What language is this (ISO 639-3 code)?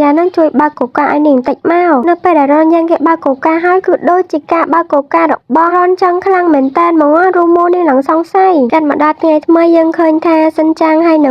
khm